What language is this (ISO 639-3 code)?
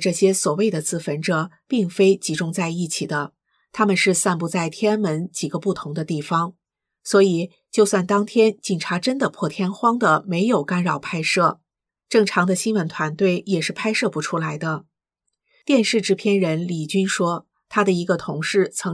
zho